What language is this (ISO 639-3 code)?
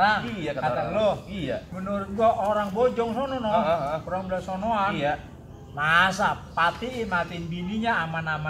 bew